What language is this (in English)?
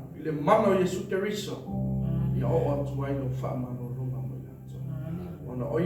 Samoan